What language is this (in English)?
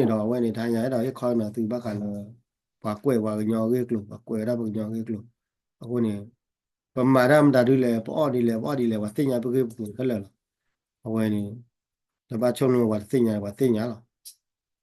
S'gaw Karen